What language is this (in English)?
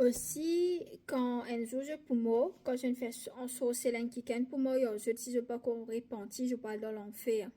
Morisyen